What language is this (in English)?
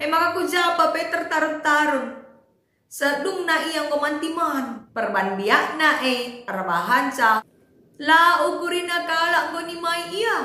Batak Karo